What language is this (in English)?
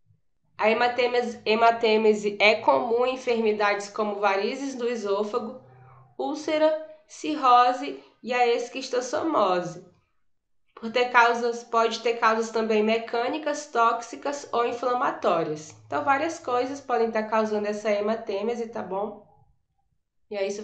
Portuguese